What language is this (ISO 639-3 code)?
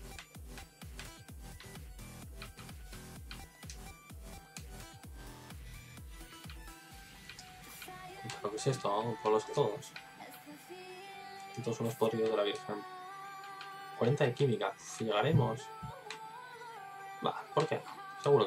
spa